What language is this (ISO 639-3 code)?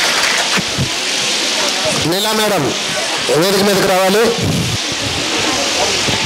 tel